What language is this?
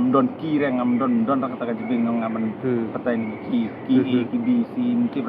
Khasi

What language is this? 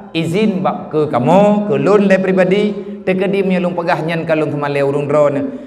Achinese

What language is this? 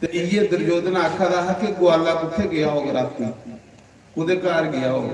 Dogri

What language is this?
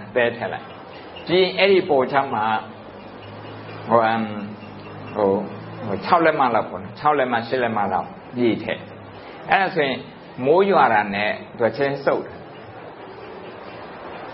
Burmese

